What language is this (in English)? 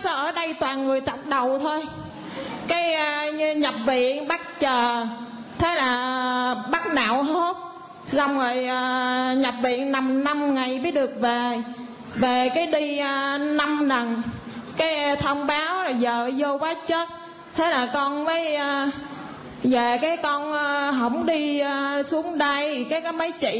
Vietnamese